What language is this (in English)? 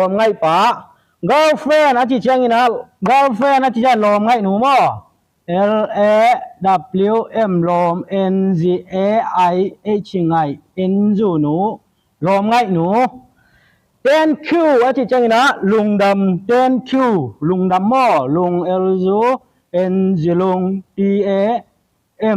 Tedim Chin